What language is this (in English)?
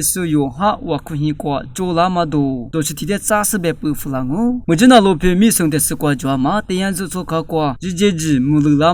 Lisu